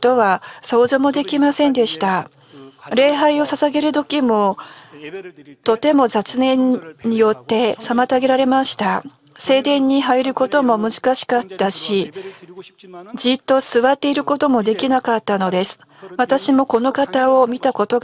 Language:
Japanese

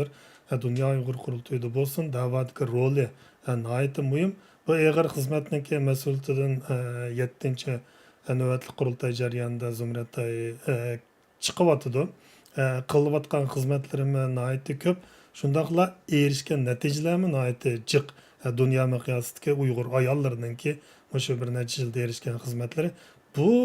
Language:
Uyghur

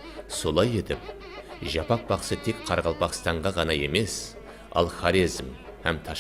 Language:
Kara-Kalpak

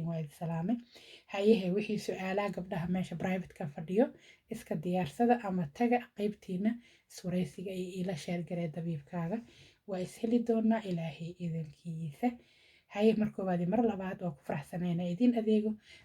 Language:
Somali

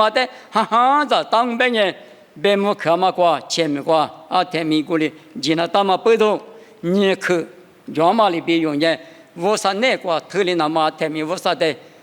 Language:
Lisu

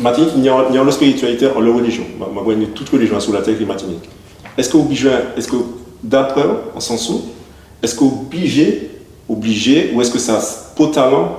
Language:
Guadeloupean Creole French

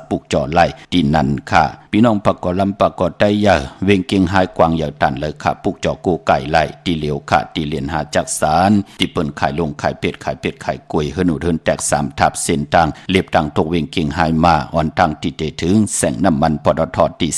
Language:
Shan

